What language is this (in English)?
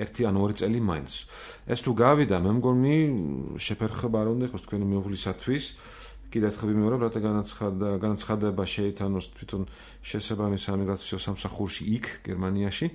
Georgian